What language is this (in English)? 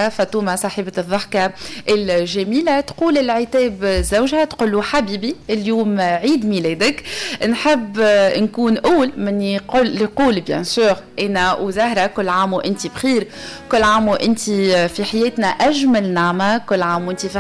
Tunisian Arabic